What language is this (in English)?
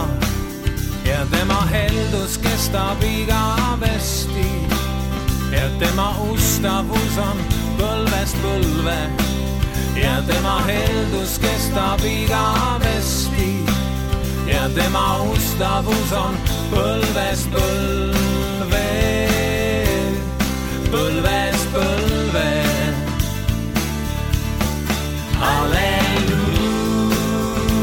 Estonian